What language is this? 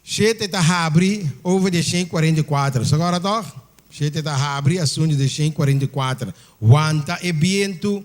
Papiamento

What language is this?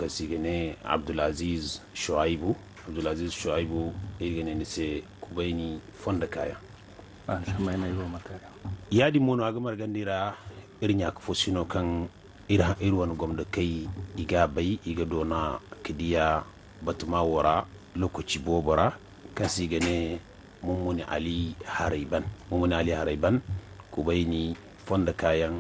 Zarma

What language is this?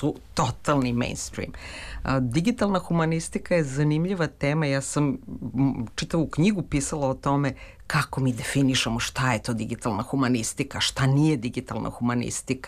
Serbian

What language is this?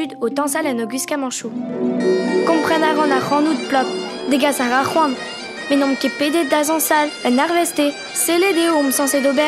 Breton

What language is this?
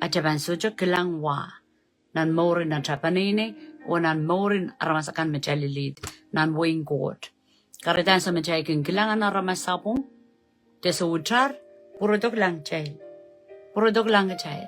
Pohnpeian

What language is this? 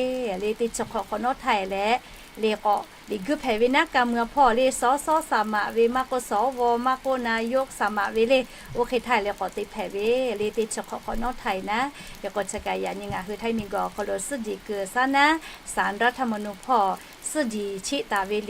Lahu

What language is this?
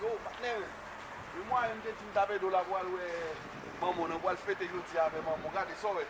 Haitian Creole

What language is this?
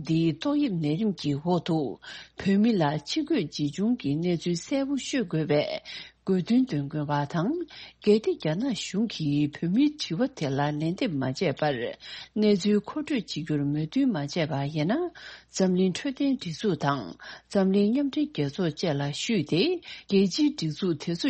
Tibetan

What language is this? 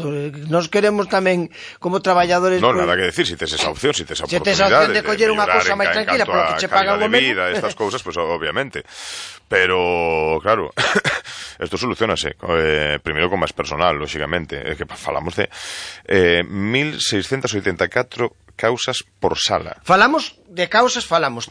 Galician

